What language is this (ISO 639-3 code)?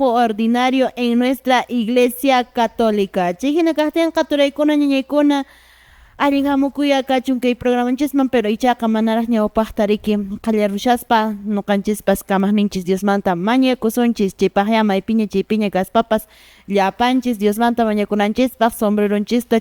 que